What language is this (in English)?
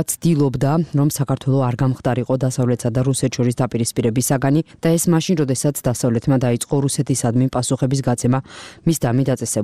Georgian